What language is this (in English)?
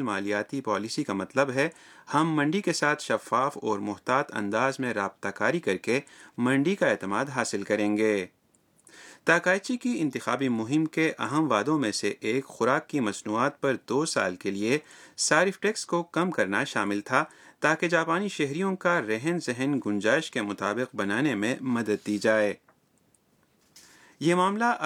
Urdu